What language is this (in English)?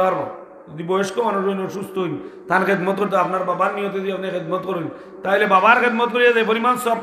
Sylheti